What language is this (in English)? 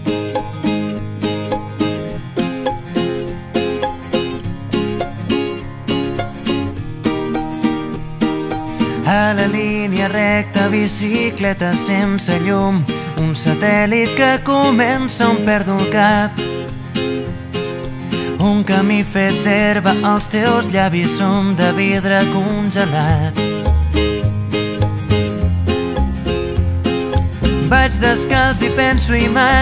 Catalan